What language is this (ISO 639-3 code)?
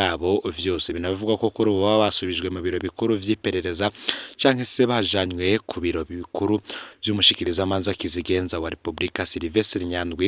run